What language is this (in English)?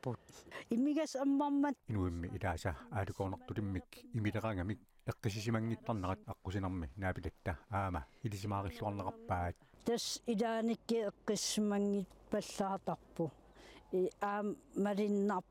Kalaallisut